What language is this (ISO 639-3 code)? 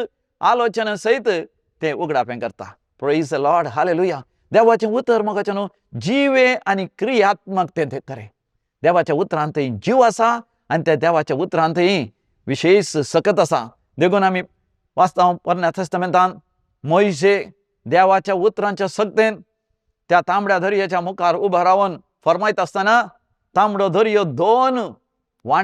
kok